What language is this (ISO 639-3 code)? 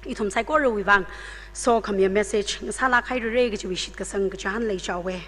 nmf